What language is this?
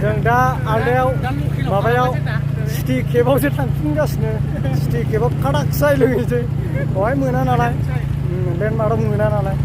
Bodo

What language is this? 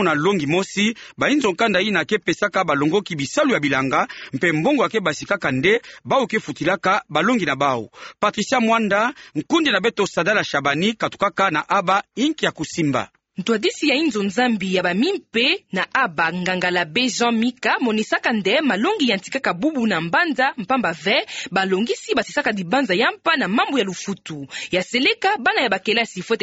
Kituba (Democratic Republic of Congo)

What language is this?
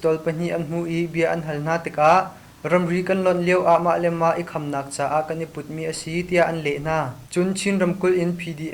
Hakha Chin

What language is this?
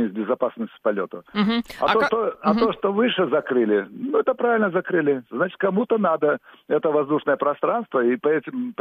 Russian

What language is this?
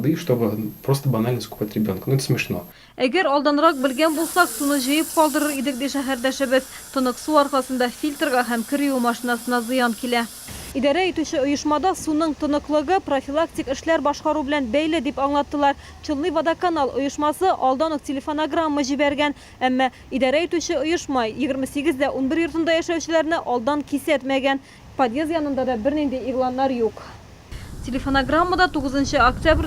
Tatar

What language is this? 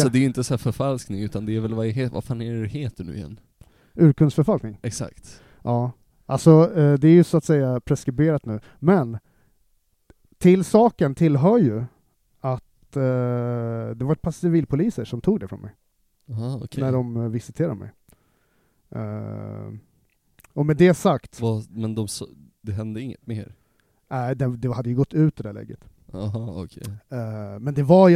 Swedish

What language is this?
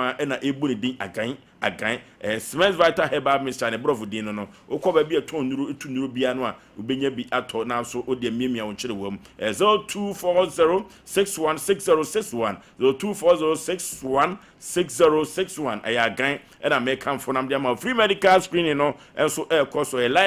Akan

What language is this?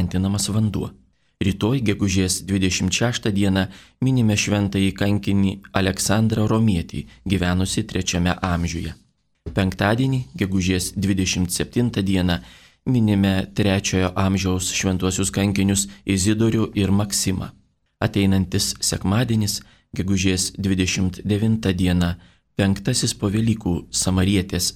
Lithuanian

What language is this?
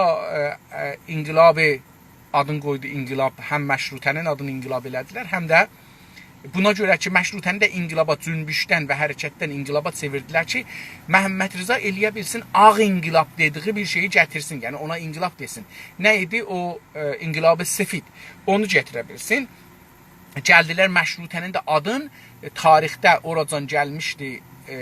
South Azerbaijani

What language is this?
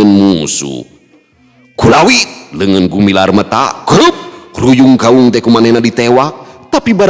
Sundanese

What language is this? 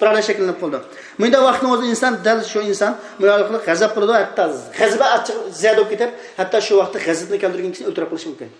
Uyghur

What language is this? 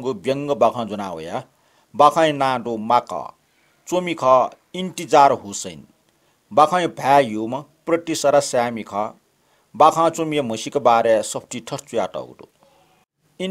Newari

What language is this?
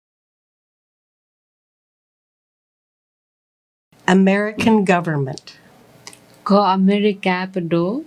S'gaw Karen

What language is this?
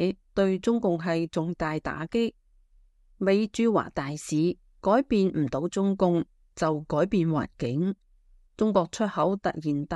Cantonese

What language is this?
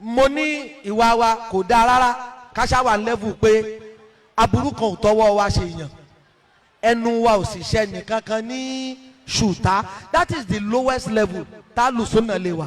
Yoruba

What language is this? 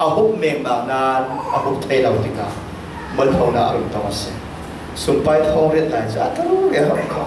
Falam Chin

